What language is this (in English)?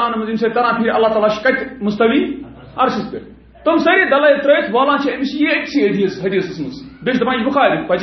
Kashmiri